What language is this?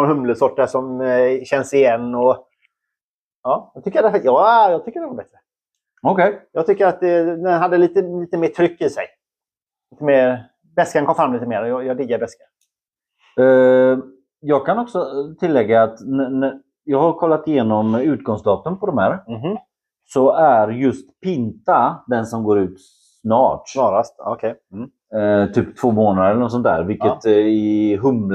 Swedish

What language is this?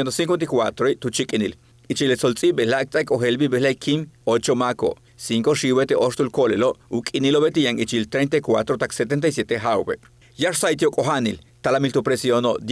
Yucateco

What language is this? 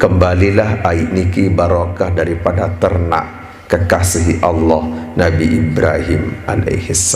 Sasak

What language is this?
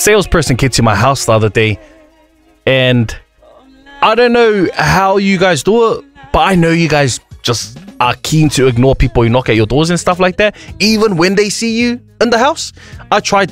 English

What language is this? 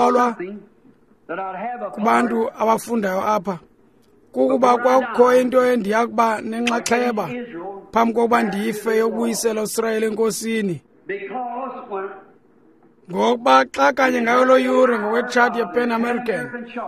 Xhosa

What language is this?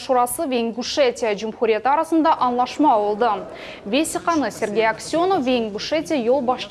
Crimean Tatar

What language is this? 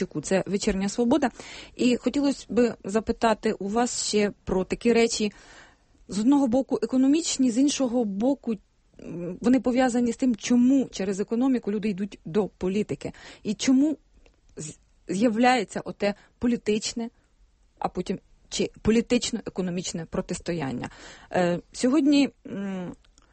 Ukrainian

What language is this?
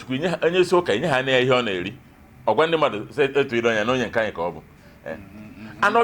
Igbo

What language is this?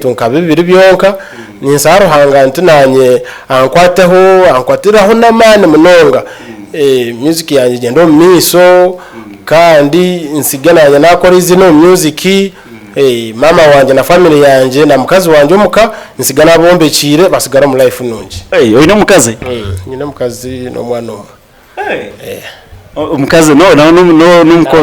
Nyankole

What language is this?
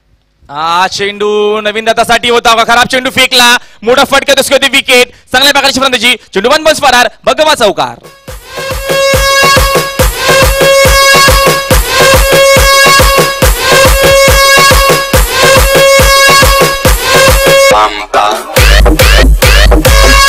Marathi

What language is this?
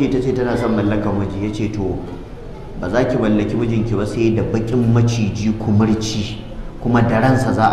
Hausa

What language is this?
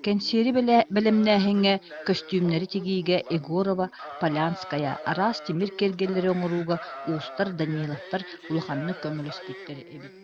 Yakut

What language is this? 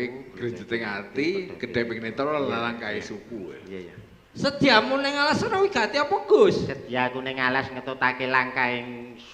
Javanese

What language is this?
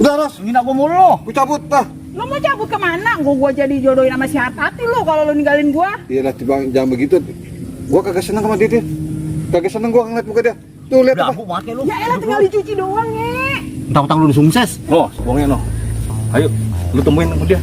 Betawi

